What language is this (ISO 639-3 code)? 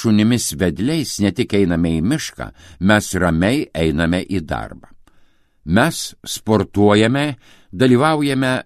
lit